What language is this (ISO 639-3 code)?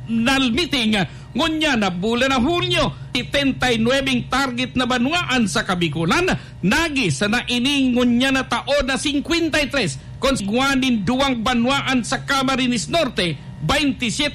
bik